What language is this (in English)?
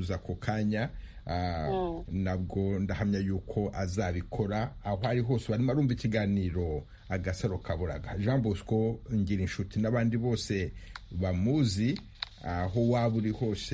Kinyarwanda